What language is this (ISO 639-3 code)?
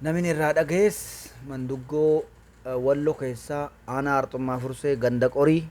orm